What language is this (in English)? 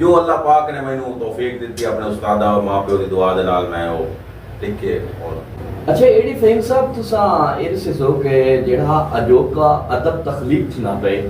Saraiki